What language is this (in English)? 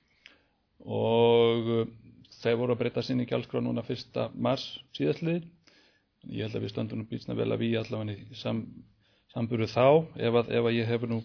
Icelandic